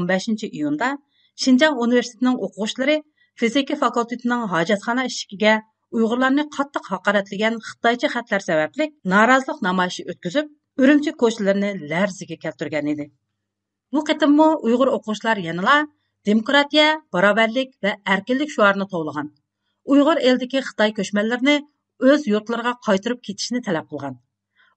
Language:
Uyghur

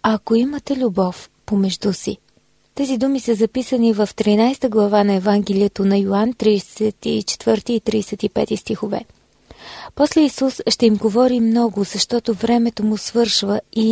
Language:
Bulgarian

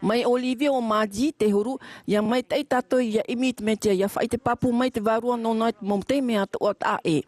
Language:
Tahitian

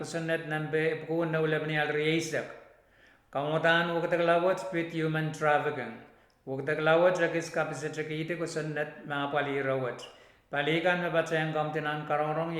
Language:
Pohnpeian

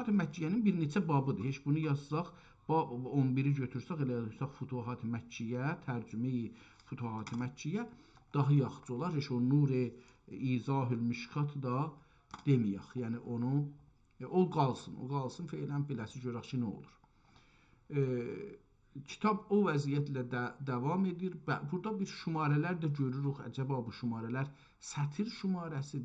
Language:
South Azerbaijani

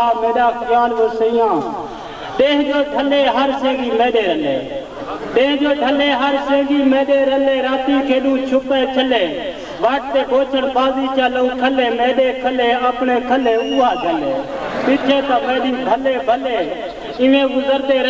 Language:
Saraiki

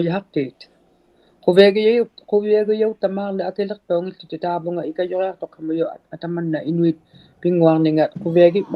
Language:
Inuktitut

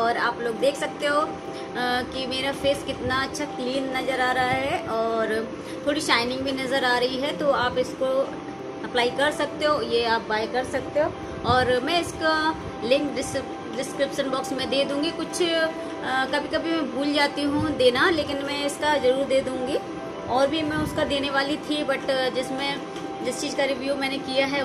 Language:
Hindi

